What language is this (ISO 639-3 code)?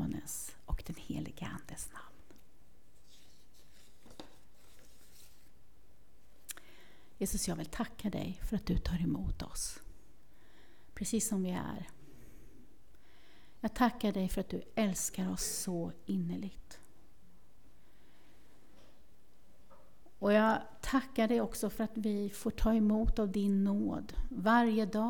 swe